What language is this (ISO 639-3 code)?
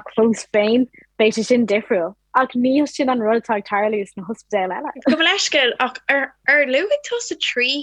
gle